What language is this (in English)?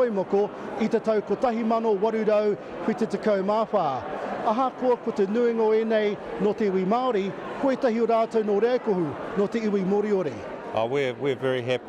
Māori